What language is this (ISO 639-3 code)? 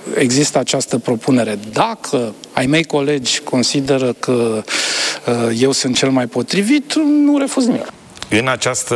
ron